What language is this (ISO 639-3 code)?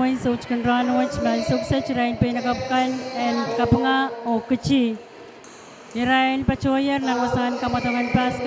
pon